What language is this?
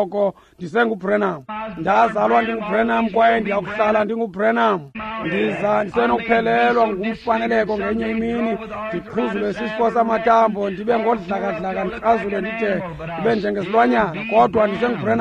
Xhosa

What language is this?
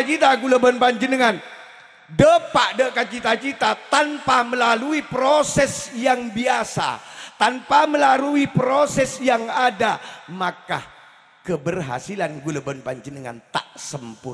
Madurese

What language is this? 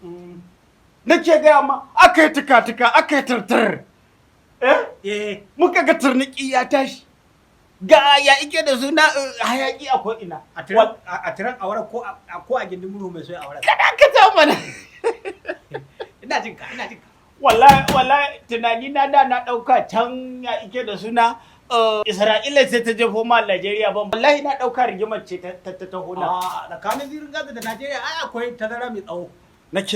Hausa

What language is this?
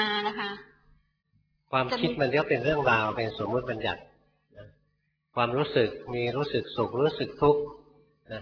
Thai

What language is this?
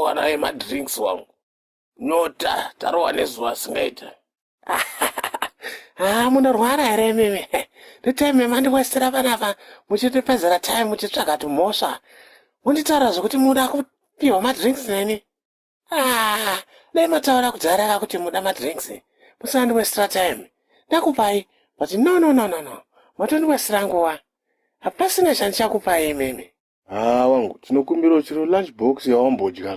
Shona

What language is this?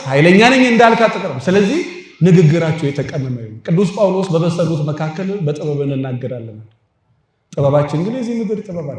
Amharic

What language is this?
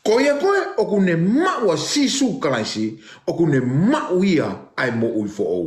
Tongan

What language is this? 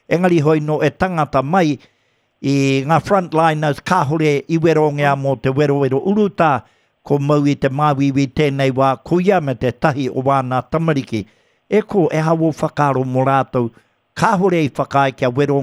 Māori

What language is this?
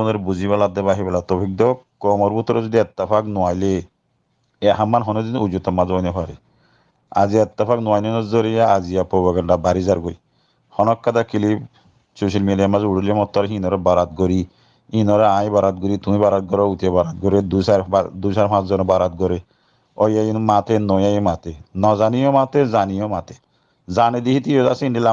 Rohingya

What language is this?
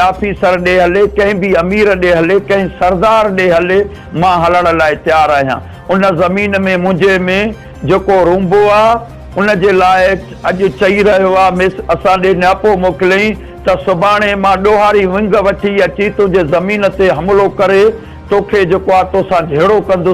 Sindhi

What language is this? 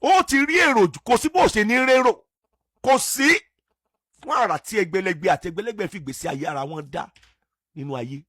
Yoruba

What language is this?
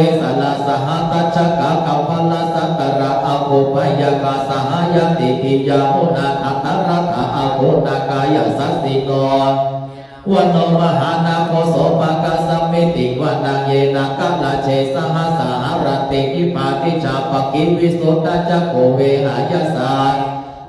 Pali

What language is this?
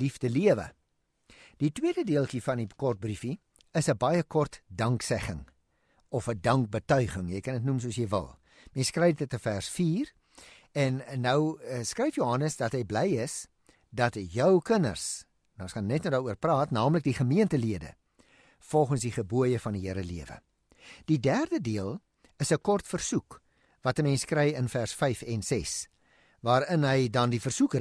Afrikaans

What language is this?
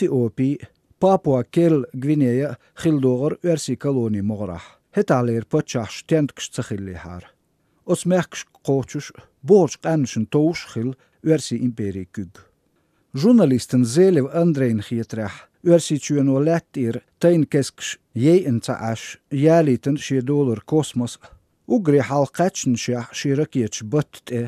Chechen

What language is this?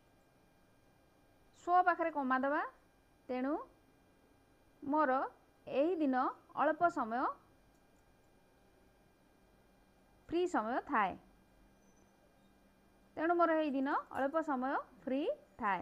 Odia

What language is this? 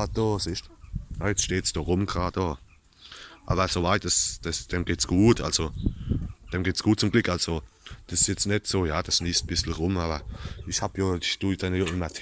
Palatine German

